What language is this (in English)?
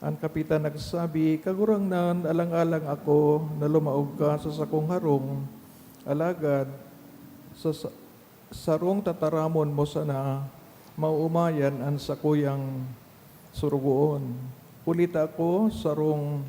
Bikol